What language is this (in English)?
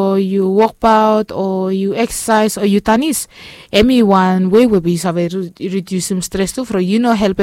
Bislama